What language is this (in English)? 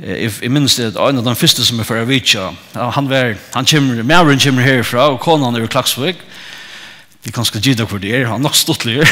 Faroese